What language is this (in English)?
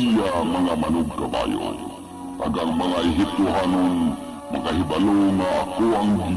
Hiligaynon